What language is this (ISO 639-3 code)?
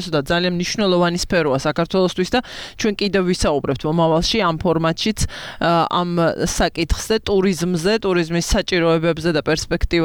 kat